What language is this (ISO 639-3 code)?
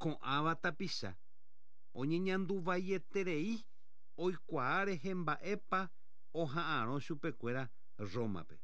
grn